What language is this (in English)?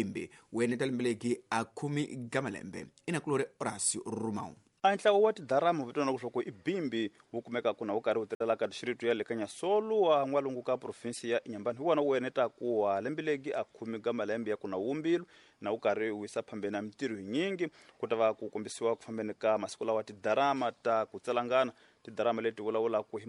Tsonga